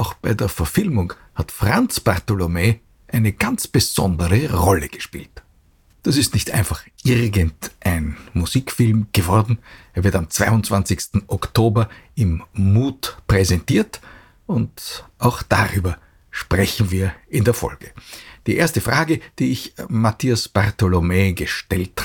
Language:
German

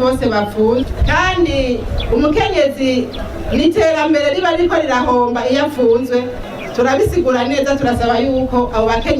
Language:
Rundi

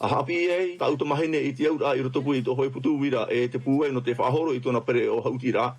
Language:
Tahitian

